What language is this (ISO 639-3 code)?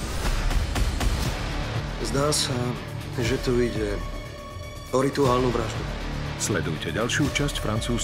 slk